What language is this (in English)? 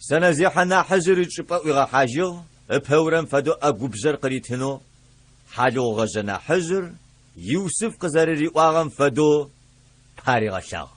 Adyghe